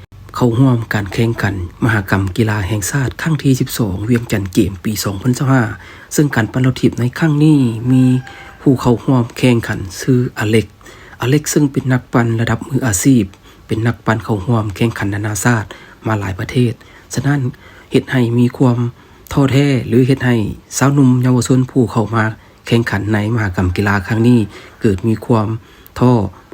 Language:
Lao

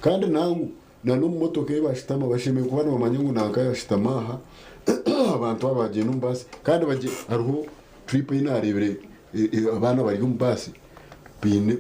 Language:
Nyankole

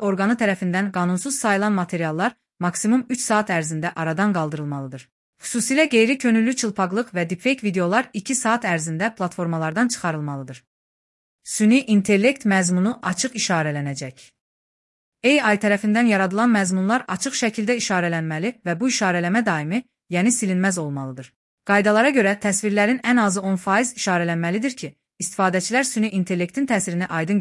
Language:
Azerbaijani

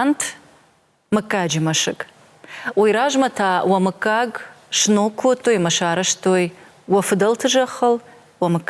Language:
Ossetic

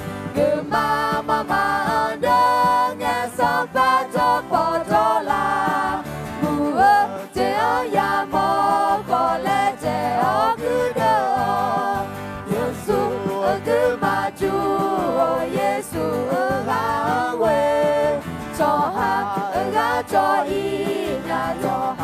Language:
Akha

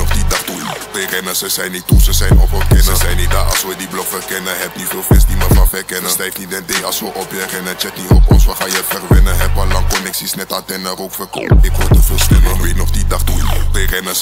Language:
Dutch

